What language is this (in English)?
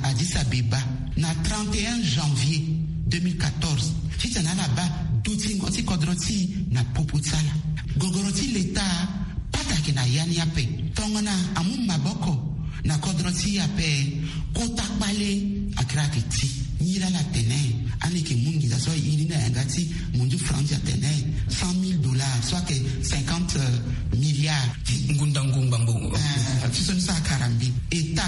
Sango